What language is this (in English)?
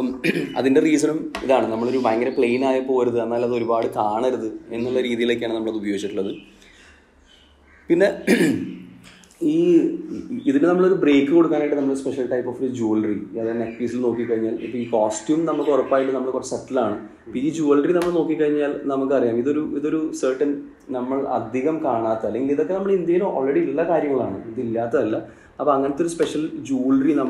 Malayalam